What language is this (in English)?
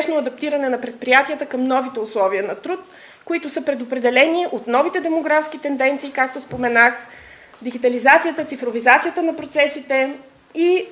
Bulgarian